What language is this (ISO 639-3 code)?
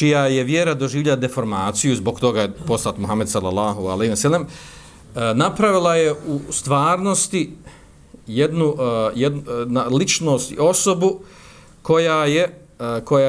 bos